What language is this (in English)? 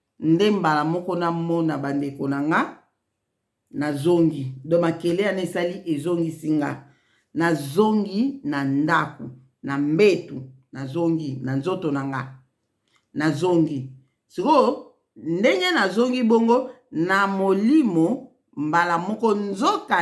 Lingala